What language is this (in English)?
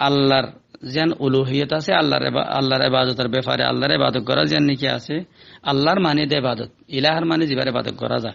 Rohingya